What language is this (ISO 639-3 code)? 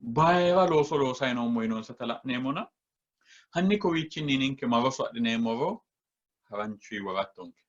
sid